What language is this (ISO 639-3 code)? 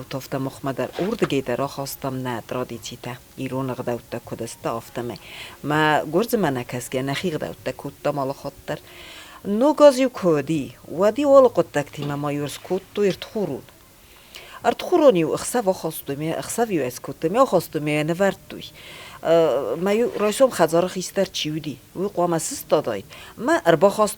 oss